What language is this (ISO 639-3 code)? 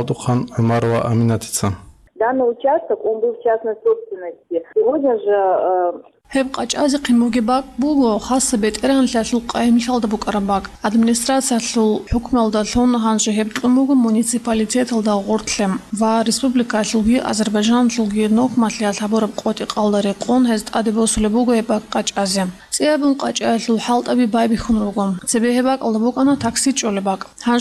ava